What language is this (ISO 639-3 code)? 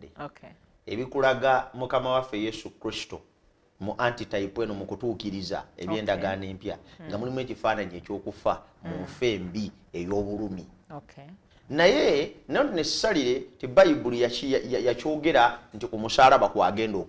lug